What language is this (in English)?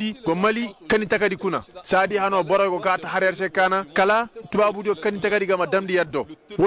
Koyraboro Senni